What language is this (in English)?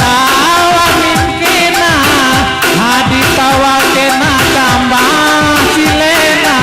Batak Karo